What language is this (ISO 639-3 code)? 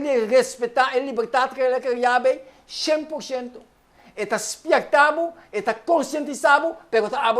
pap